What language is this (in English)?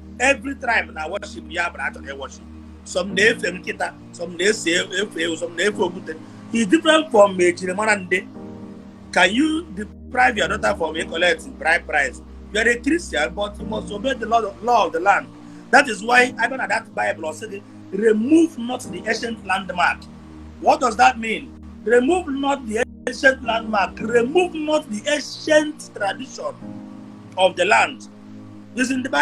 Igbo